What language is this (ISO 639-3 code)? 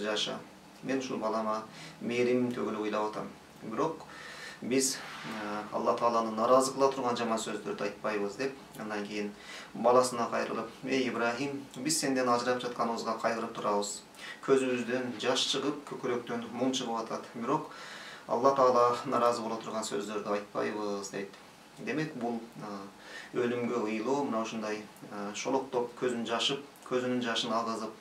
kir